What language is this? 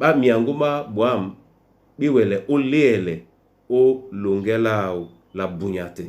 Duala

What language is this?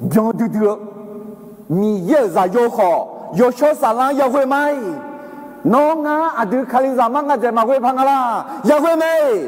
Akha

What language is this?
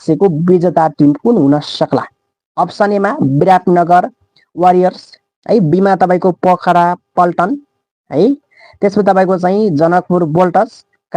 Nepali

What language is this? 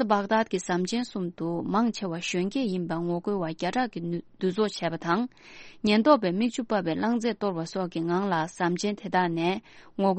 Tibetan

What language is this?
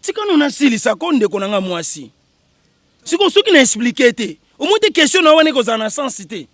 Lingala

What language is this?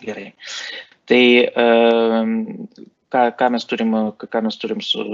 Lithuanian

